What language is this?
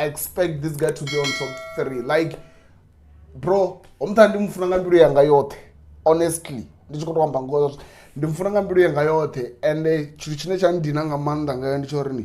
Venda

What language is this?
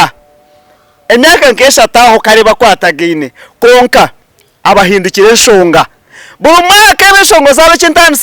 Nyankole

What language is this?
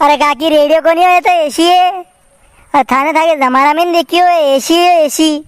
Rajasthani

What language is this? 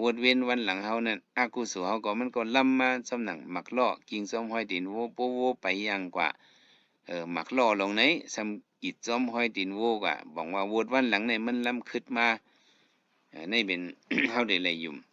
Shan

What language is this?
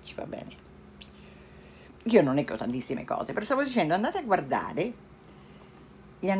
Italian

